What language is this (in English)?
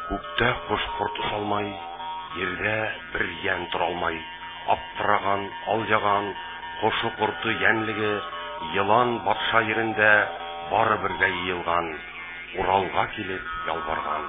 Bashkir